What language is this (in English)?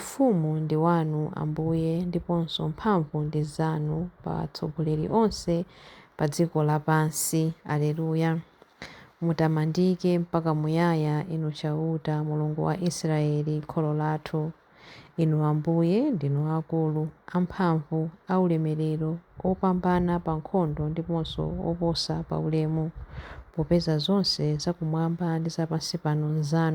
Nyanja